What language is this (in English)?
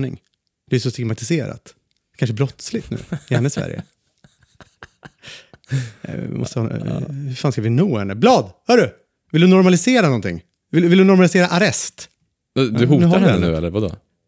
Swedish